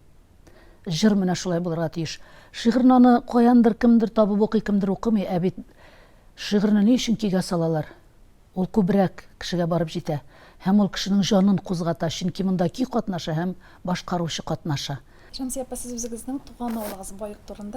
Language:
Tatar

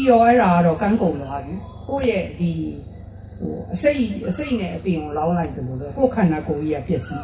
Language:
Burmese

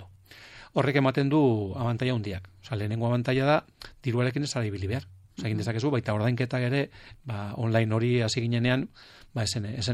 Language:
Basque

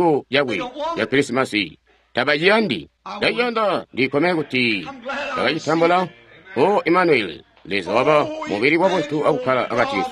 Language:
Tonga (Zambia)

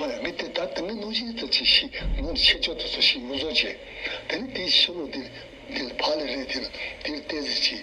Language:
Tibetan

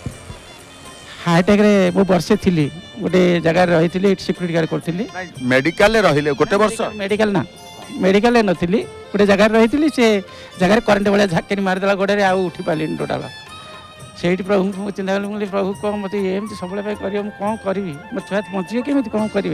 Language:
Odia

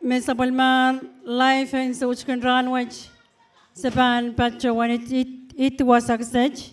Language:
Pohnpeian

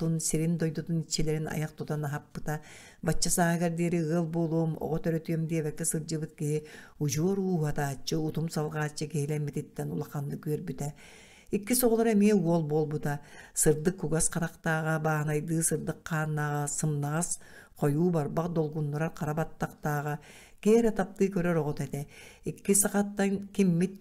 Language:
Yakut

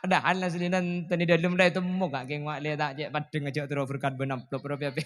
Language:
Madurese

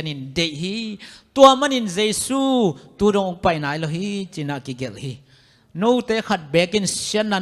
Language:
Tedim Chin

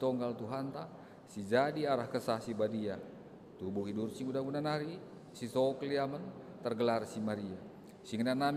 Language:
Batak Karo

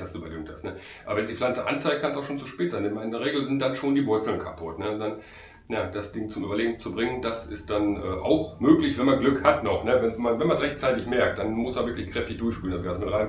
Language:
German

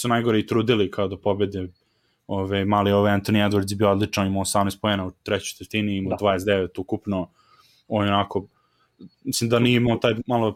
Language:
Serbian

